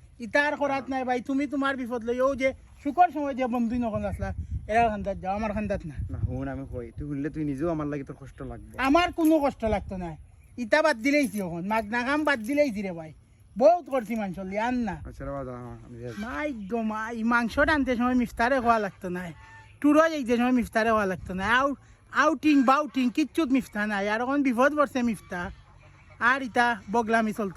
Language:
Sylheti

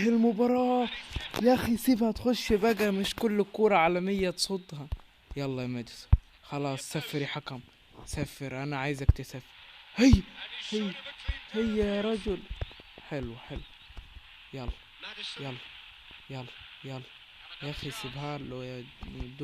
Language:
Egyptian Arabic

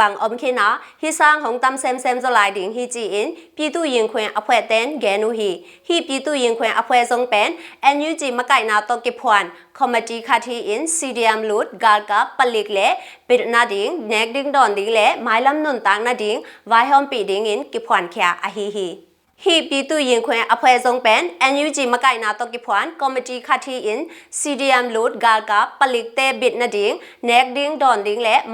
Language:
Tedim Chin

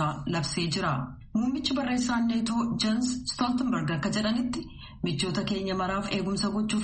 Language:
Oromo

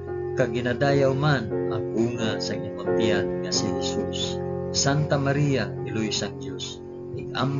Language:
Hiligaynon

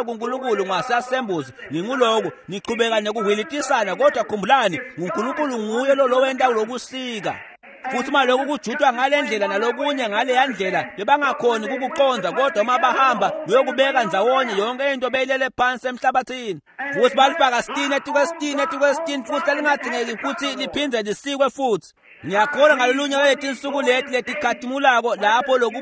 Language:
Swati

